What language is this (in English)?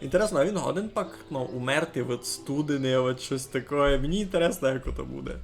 Rusyn